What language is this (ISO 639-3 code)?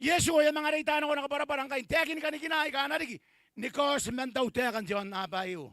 gil